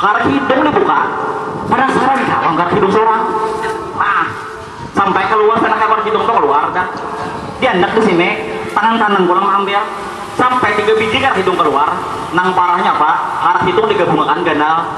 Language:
Banjar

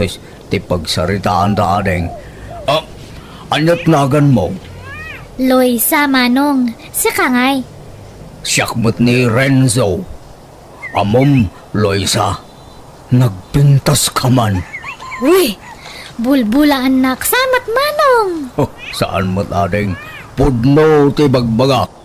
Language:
Iloko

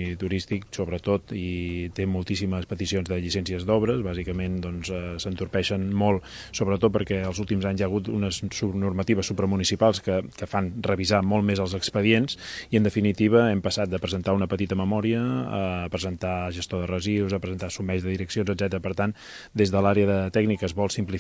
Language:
Catalan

